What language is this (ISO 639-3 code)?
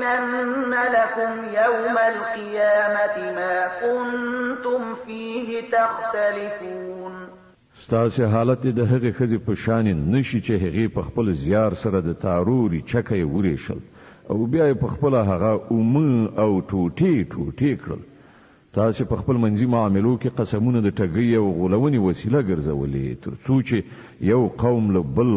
pus